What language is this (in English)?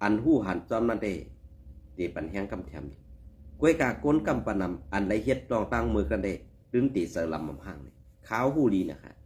Shan